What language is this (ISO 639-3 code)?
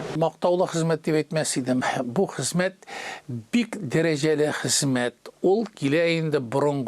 tat